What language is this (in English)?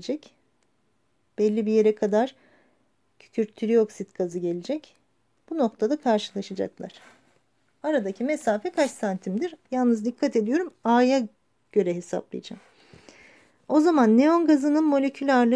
Turkish